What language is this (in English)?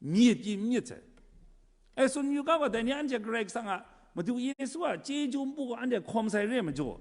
Kachin